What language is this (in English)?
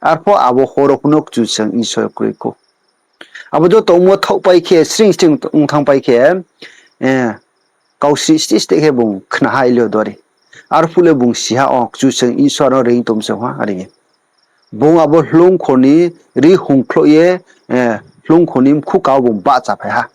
Riang (India)